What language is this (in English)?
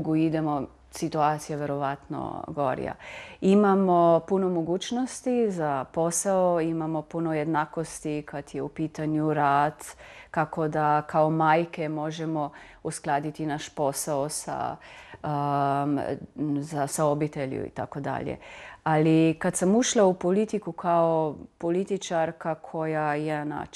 Croatian